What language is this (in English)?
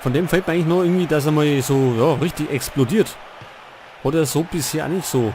Bavarian